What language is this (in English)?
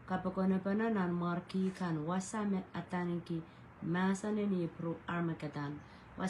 Pohnpeian